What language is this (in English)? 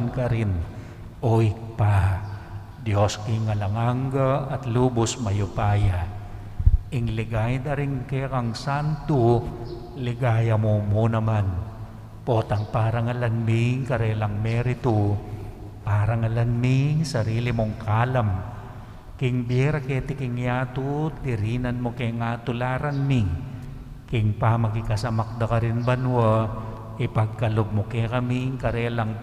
Pampanga